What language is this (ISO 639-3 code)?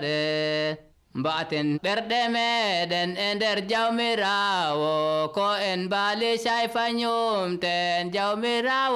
fuv